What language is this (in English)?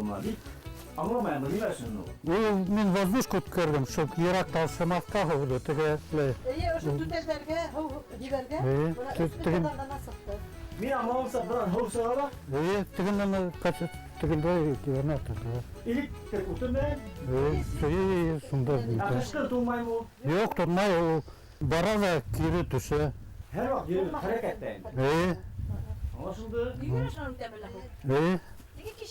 Bashkir